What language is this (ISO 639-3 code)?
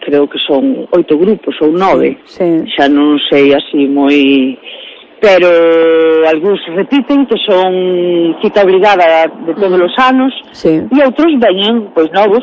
glg